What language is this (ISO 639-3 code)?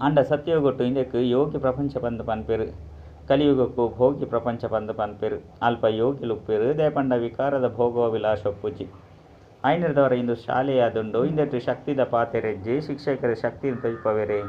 tcy